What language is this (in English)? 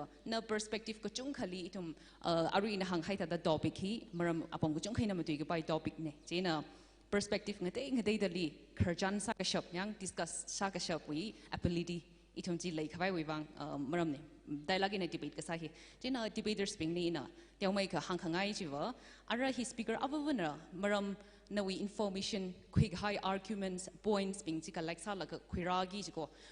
Tangkhul Naga (India)